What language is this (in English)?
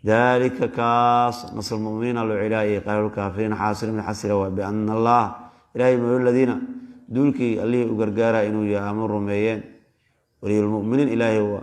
Somali